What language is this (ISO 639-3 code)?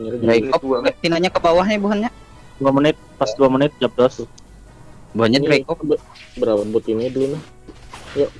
bjn